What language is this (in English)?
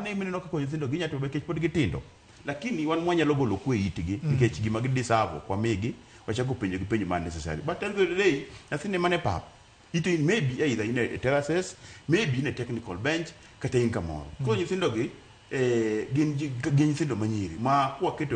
Luo (Kenya and Tanzania)